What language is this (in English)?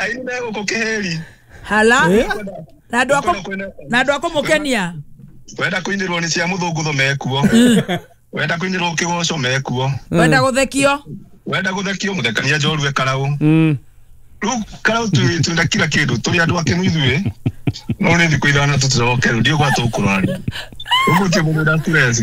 Kikuyu